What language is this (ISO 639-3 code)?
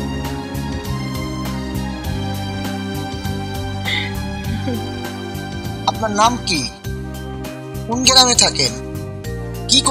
ben